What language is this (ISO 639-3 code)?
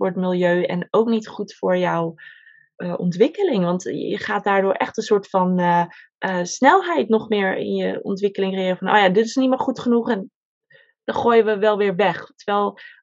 nld